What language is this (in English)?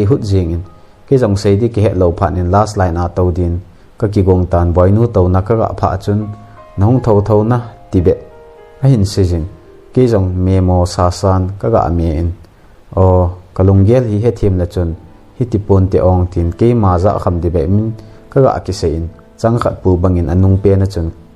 Thado Chin